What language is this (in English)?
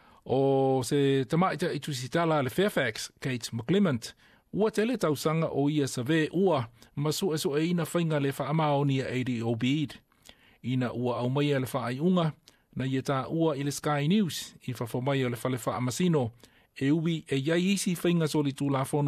Samoan